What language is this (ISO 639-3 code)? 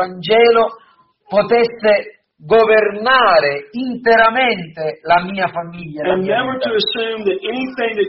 ita